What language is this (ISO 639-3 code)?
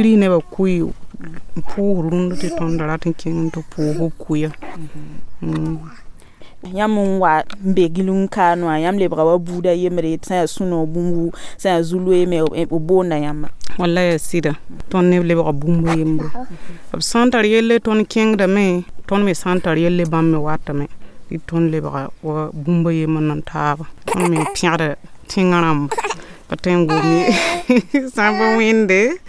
mos